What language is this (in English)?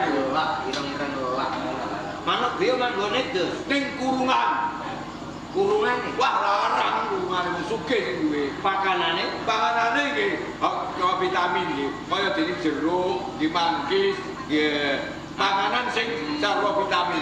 Javanese